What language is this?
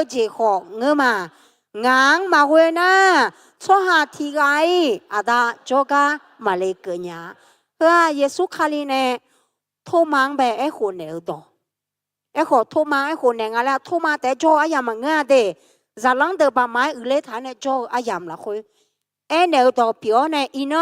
Akha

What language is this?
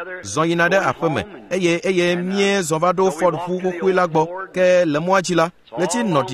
Ewe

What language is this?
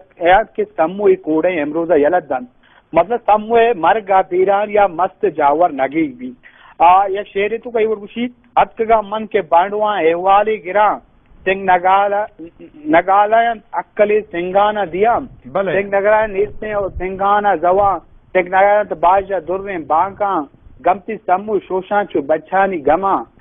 Baluchi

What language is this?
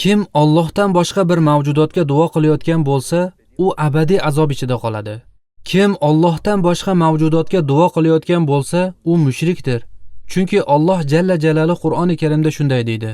Uzbek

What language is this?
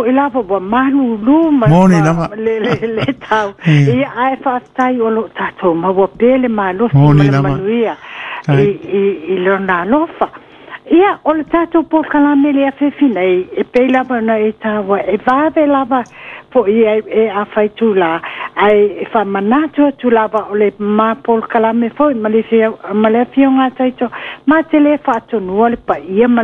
Samoan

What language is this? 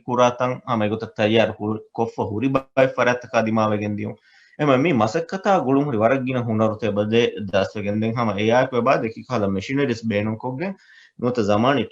Divehi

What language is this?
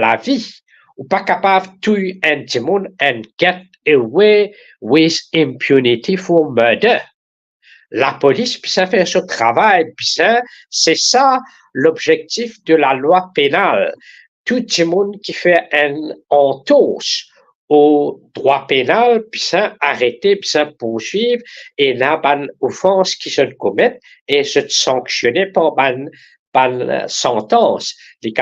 Morisyen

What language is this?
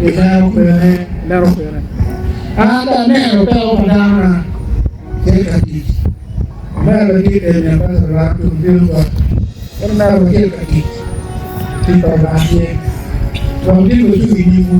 Acoli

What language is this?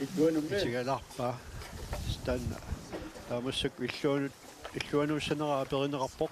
Kalaallisut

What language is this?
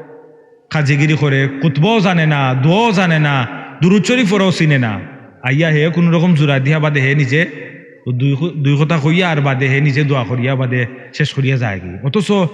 Sylheti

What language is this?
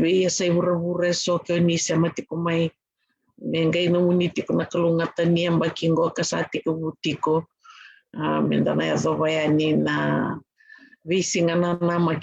Fijian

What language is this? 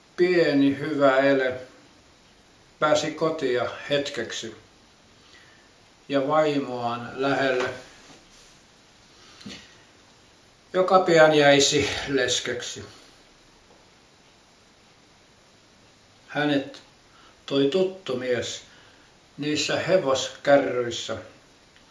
Finnish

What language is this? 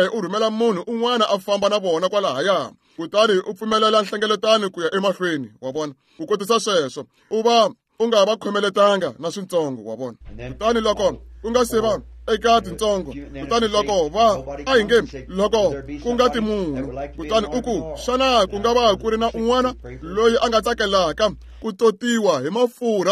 Tsonga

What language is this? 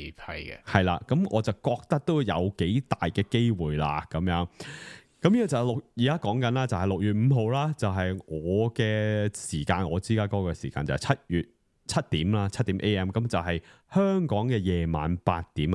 Cantonese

